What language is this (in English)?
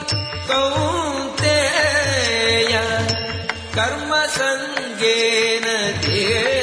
Sanskrit